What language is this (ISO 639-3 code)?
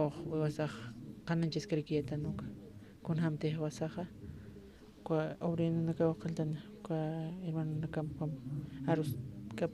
aym